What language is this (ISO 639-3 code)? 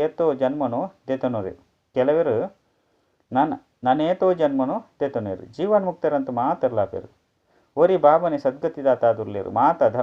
tcy